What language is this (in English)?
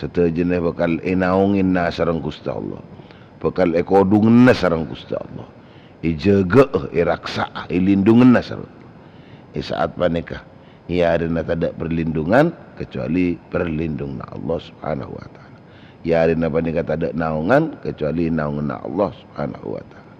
Madurese